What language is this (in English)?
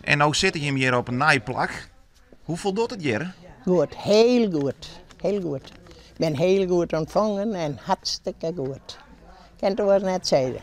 Western Frisian